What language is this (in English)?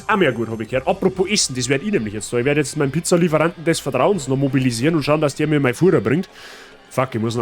Bavarian